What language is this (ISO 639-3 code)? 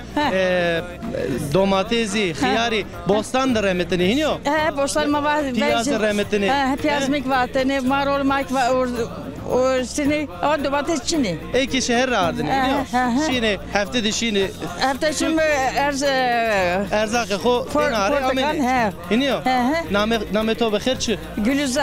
zza